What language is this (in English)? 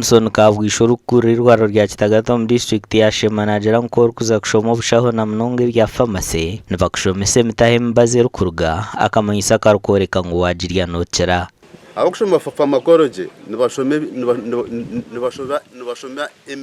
Nyankole